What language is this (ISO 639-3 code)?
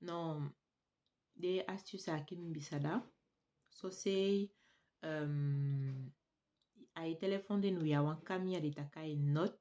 srm